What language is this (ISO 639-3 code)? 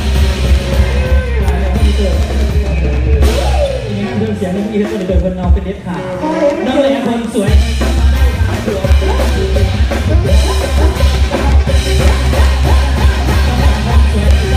tha